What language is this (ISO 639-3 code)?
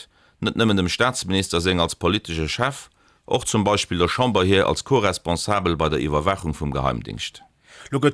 ltz